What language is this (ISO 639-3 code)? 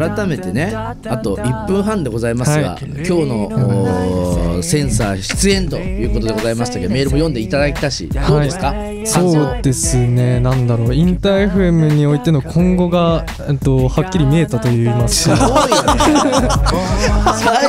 jpn